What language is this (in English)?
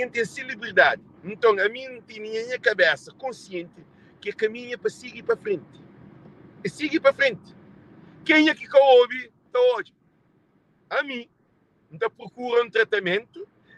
Kabuverdianu